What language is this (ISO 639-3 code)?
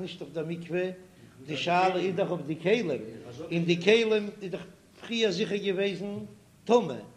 yid